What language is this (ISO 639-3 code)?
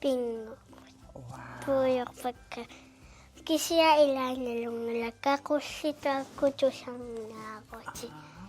kal